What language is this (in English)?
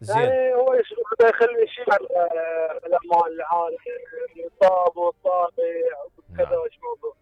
Mesopotamian Arabic